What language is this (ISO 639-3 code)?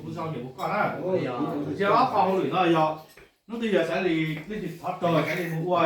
hmn